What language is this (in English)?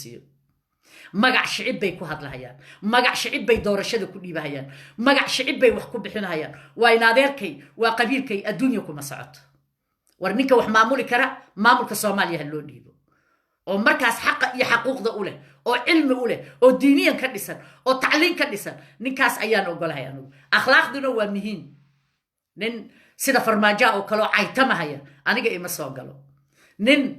Somali